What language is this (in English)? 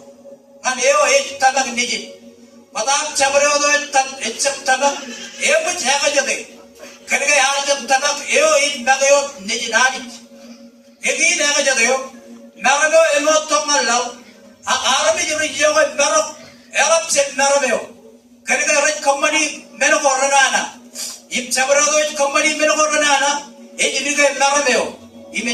Marshallese